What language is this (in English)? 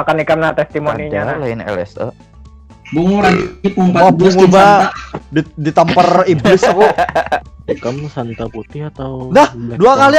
Banjar